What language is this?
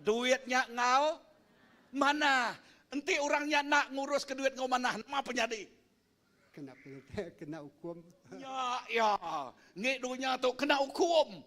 Iban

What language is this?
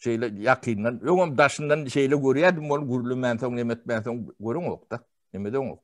Turkmen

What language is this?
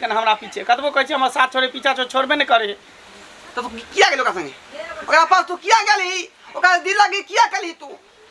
Maithili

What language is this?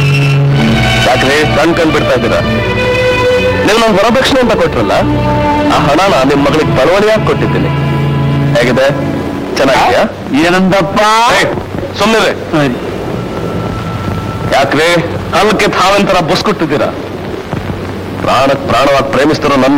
Kannada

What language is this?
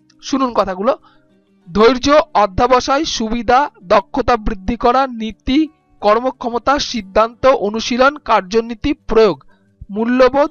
Bangla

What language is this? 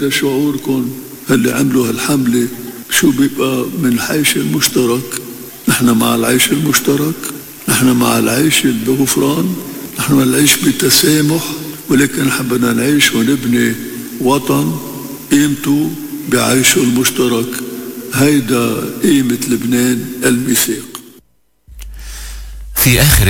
North Levantine Arabic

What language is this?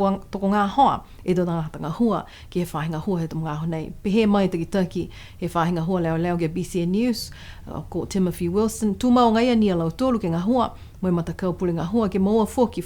Niuean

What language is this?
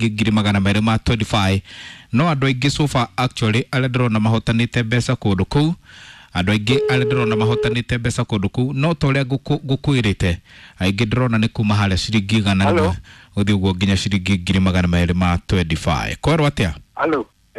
Kikuyu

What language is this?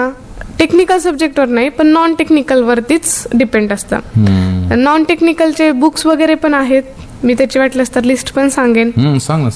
Marathi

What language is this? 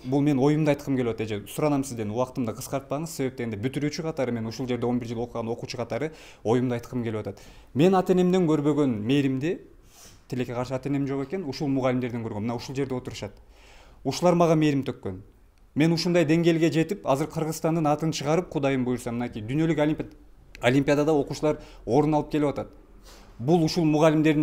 Kyrgyz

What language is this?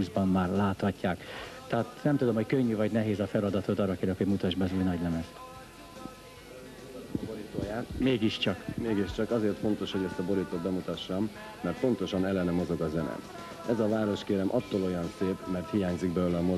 Hungarian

